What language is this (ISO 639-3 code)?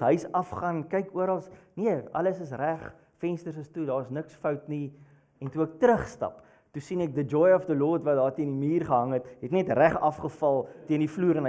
afr